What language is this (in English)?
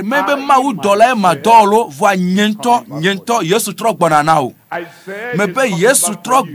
Ewe